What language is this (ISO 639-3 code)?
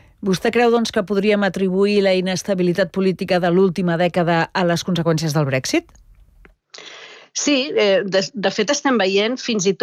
cat